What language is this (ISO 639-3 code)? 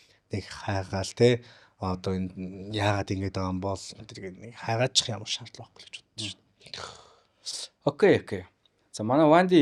mon